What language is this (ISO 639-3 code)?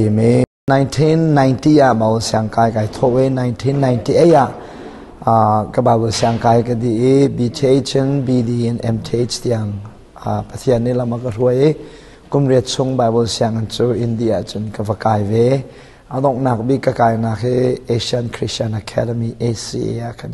cnh